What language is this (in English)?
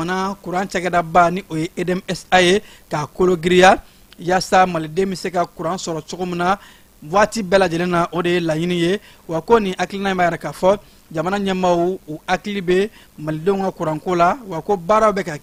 Bambara